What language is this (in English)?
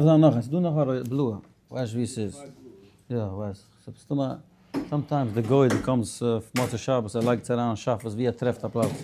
Yiddish